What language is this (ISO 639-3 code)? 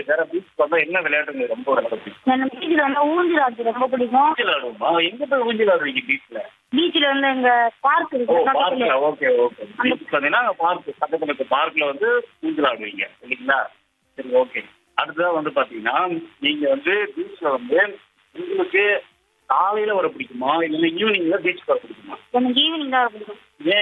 tam